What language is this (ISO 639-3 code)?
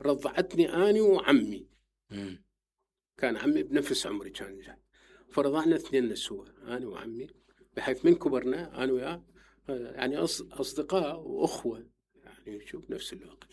acm